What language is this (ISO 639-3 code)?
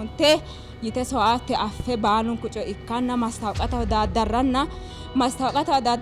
sid